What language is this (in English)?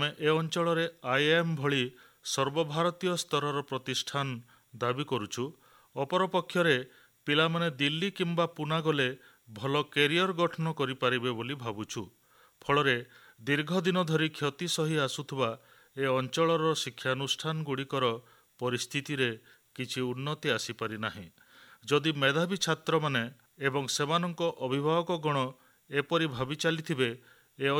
Odia